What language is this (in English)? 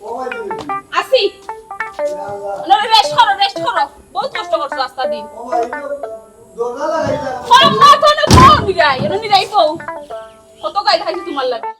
Sylheti